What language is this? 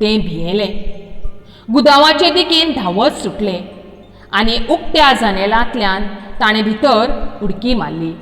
Konkani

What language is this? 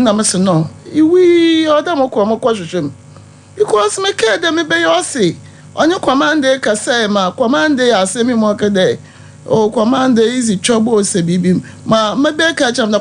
Akan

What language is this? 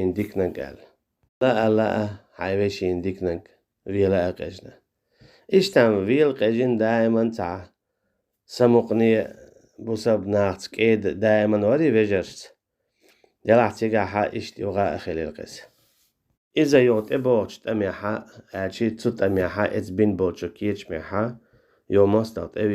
Chechen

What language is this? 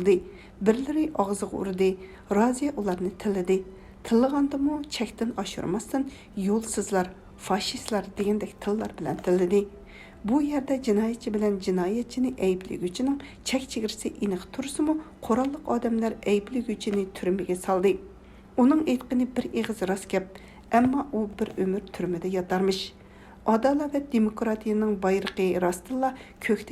Uyghur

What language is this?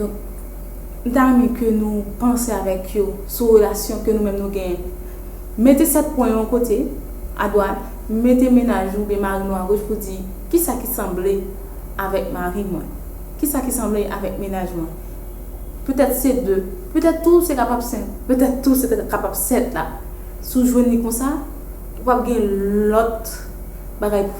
Haitian Creole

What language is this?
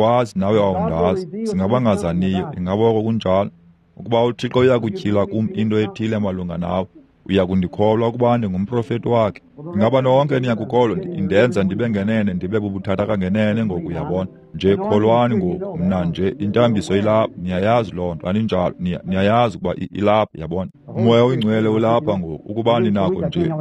Xhosa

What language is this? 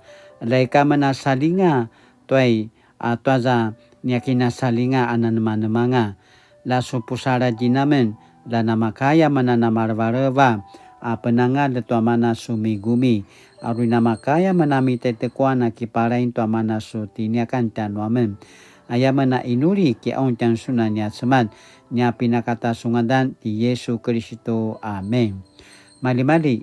Paiwan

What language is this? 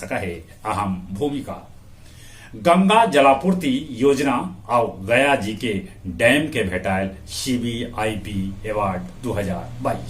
Magahi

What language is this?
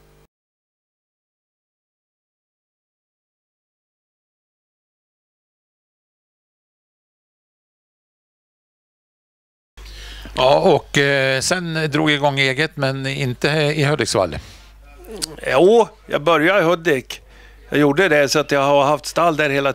Swedish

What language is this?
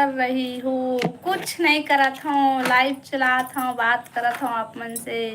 Chhattisgarhi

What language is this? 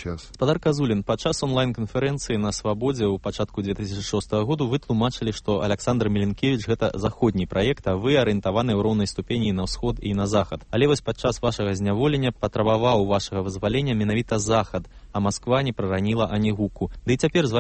Belarusian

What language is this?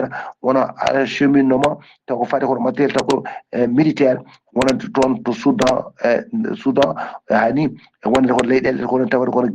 Fula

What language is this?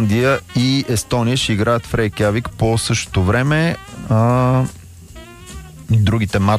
Bulgarian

